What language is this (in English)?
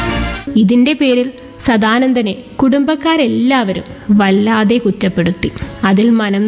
Malayalam